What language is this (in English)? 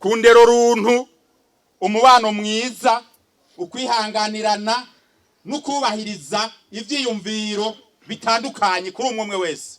Rundi